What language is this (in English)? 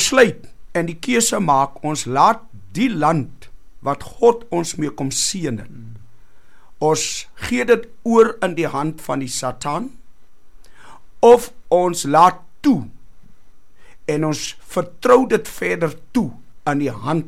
Afrikaans